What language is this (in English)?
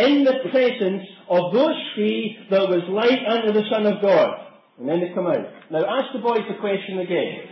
English